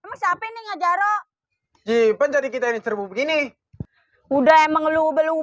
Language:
Betawi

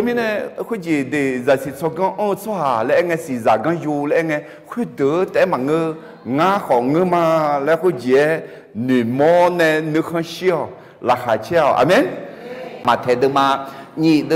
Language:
Akha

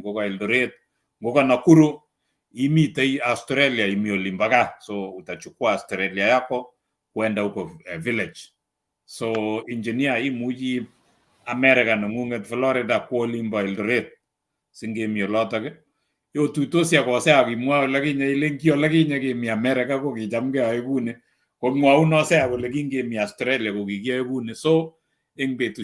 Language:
Kalenjin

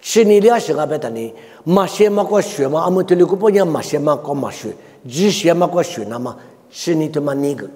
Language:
Lisu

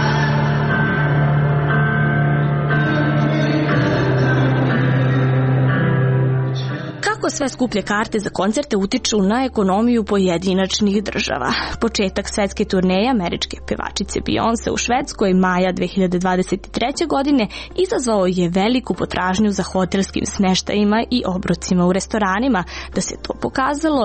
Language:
Serbian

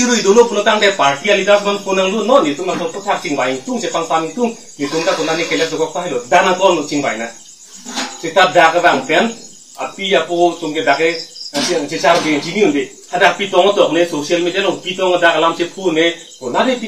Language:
Karbi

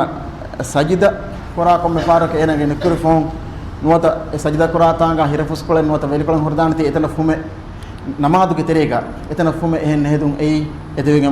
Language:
Divehi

